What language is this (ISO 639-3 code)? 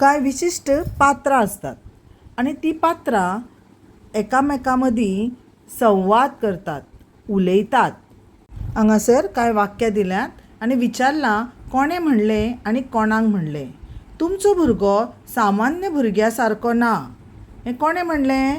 kok